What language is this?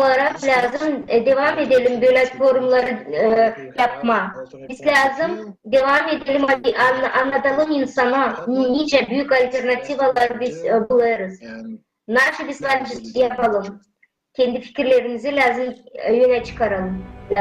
Gagauz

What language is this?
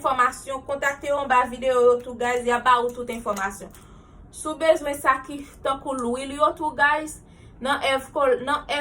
Haitian Creole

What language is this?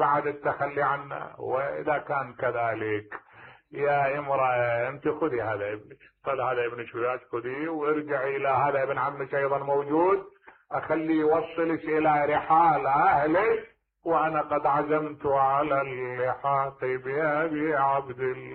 Mesopotamian Arabic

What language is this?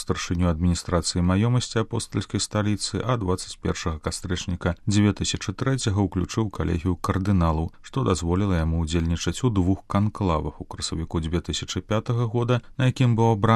Belarusian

